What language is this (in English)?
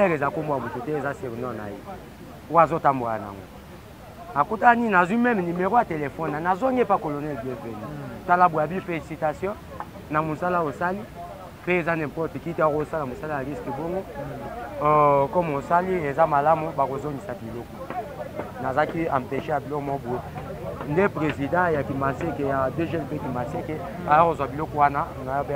Lingala